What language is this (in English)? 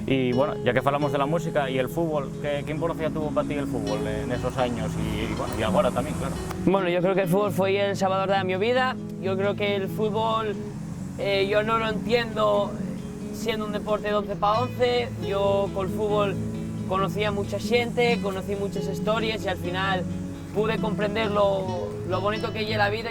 Asturian